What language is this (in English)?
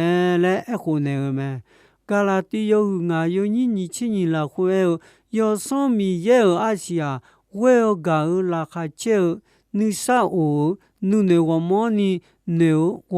Akha